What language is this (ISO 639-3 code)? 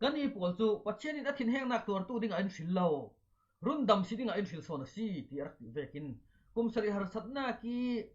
cfm